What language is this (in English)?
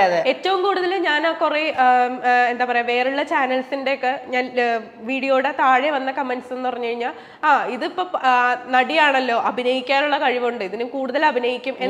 Malayalam